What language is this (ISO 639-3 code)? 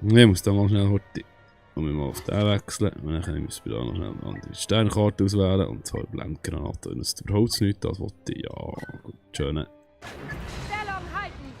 gsw